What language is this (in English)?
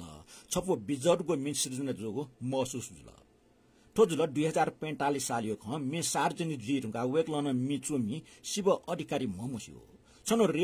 Newari